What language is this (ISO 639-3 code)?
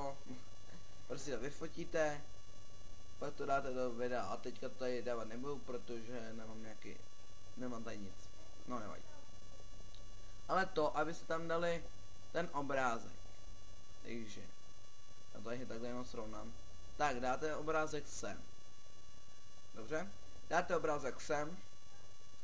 ces